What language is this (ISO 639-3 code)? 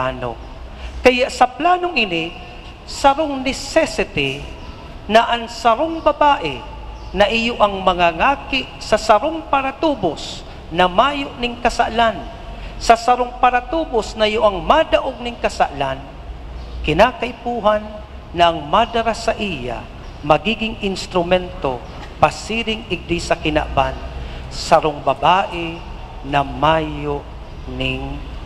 bik